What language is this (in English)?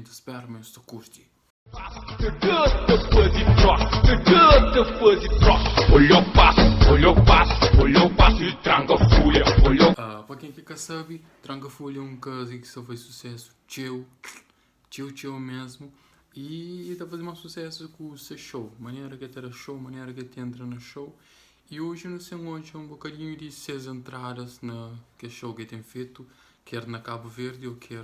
Kabuverdianu